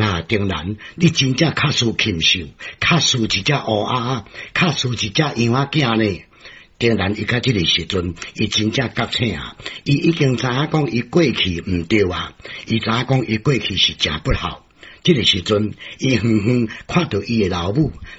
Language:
Min Nan Chinese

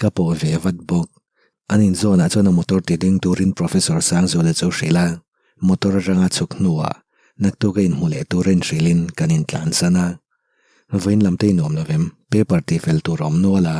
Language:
Mizo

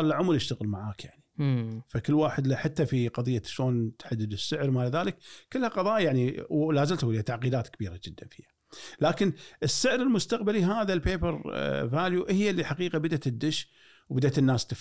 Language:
Gulf Arabic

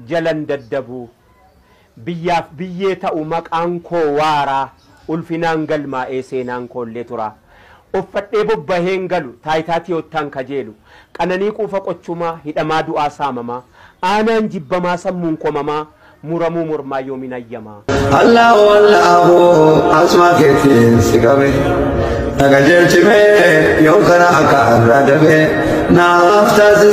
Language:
Oromo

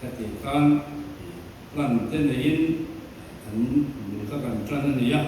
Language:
Mizo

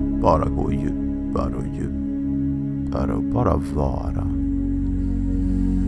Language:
Swedish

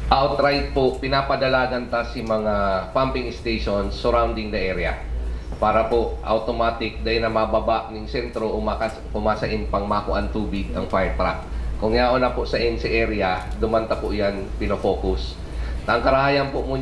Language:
Bikol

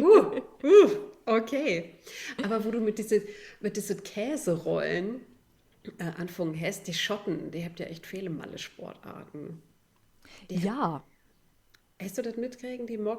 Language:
Low German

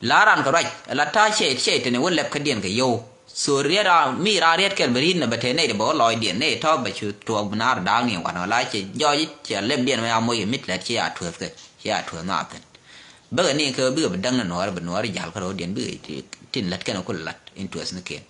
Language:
Nuer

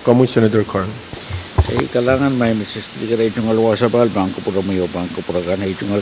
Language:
Pohnpeian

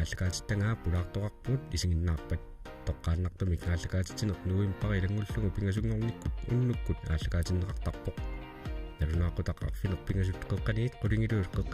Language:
Kalaallisut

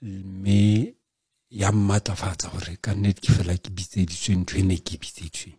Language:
Southern Sotho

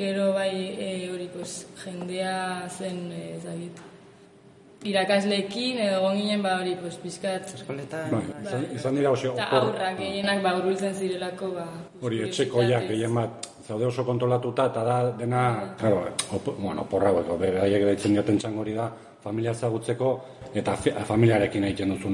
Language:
Basque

